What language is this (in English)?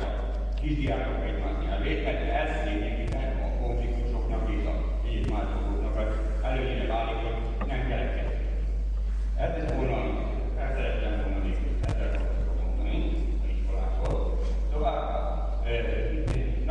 Hungarian